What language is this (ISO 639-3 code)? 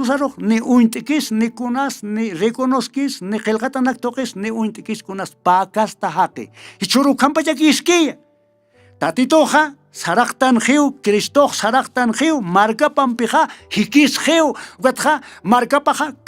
aym